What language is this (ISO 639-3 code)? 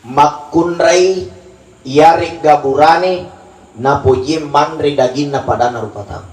bug